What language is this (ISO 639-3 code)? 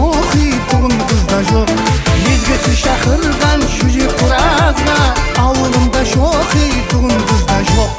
kaa